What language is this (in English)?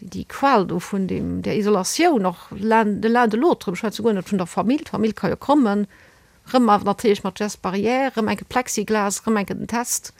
Luxembourgish